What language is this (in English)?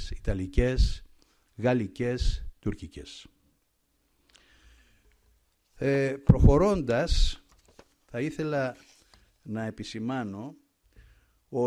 Greek